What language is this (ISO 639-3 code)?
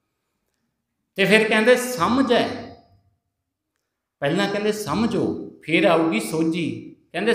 pan